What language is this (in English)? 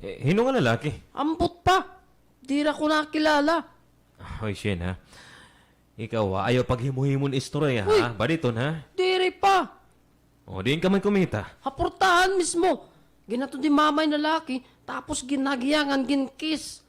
Waray